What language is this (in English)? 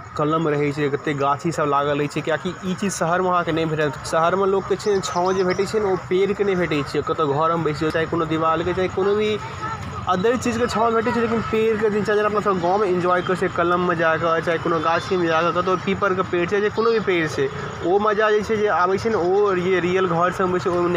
Maithili